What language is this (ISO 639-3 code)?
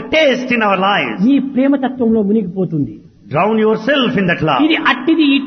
tel